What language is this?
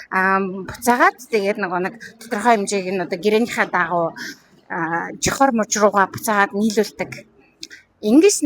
Mongolian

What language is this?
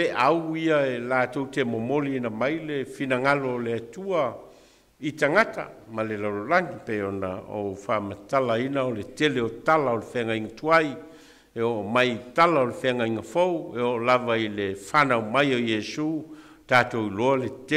Samoan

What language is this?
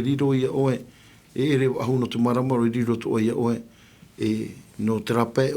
Tahitian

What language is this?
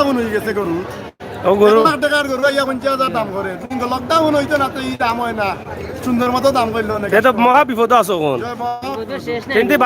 Sylheti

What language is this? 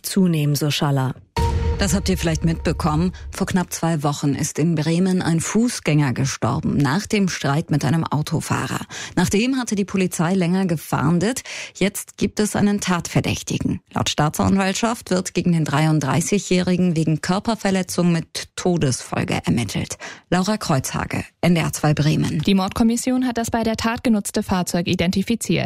German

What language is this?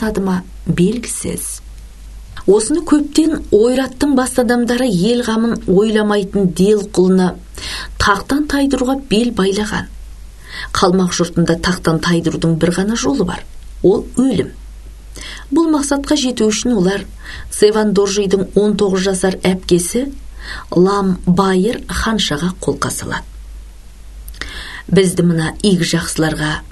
Kazakh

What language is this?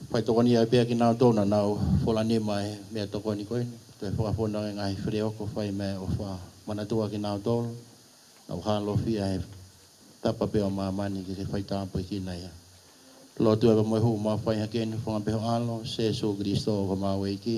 Tongan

